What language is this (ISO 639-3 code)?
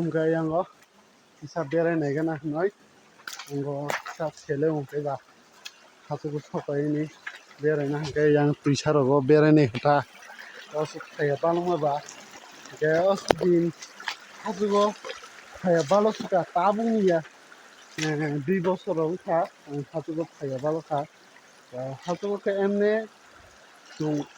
trp